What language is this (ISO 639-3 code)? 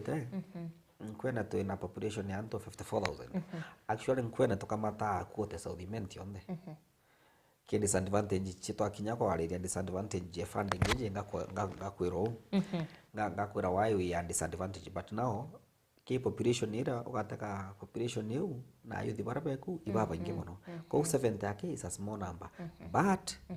mer